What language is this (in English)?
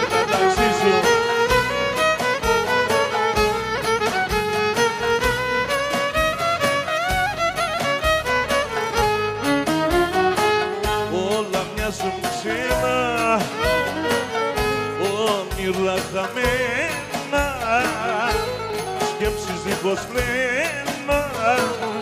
Greek